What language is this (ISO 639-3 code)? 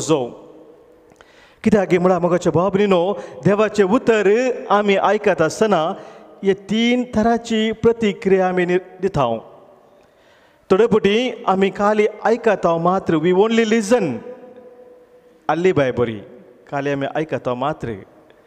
kok